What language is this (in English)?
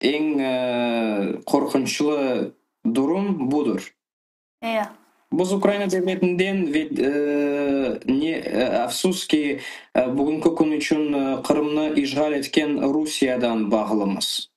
Crimean Tatar